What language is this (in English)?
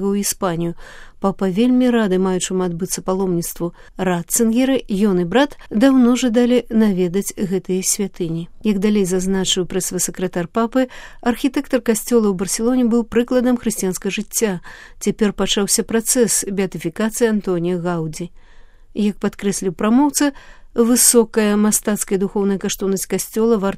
Belarusian